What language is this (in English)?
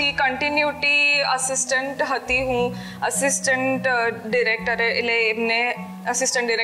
Gujarati